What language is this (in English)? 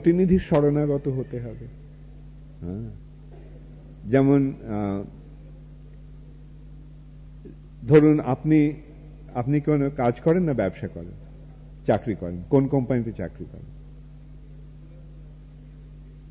Bangla